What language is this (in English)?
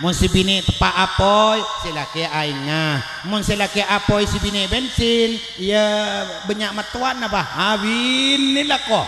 Madurese